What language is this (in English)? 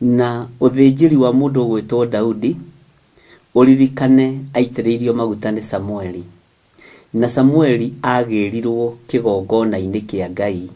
Kikuyu